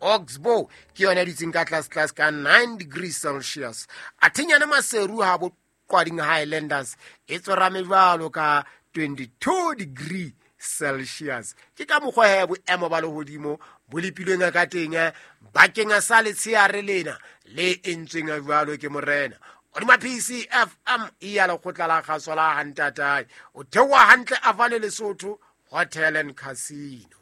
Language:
Southern Sotho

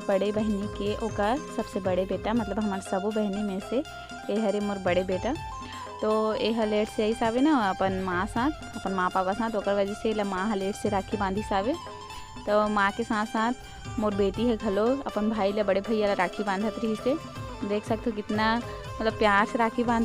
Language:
Chhattisgarhi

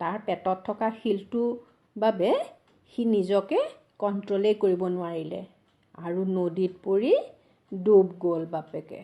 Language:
Assamese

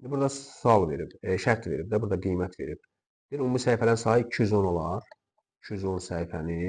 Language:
Azerbaijani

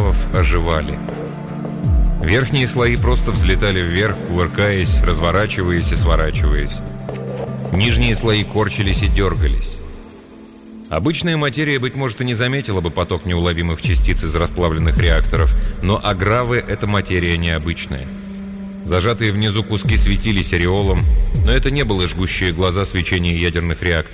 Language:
Russian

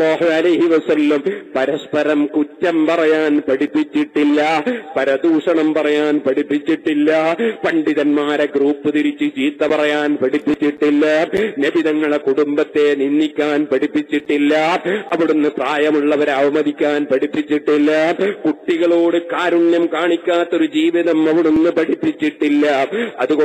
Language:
Malayalam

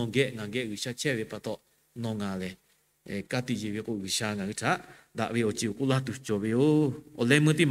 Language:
Lahu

